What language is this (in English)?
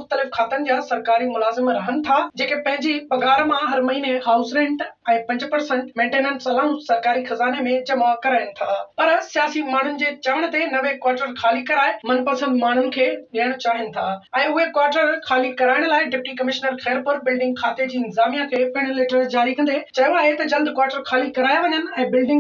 Sindhi